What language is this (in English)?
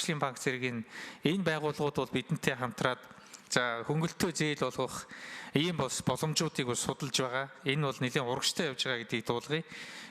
Mongolian